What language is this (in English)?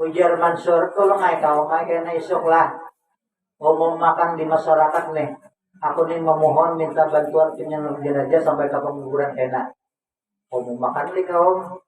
Banjar